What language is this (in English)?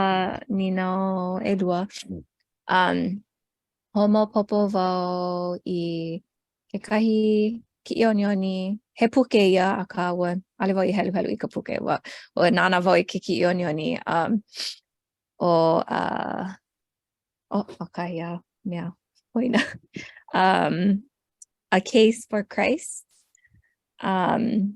Hawaiian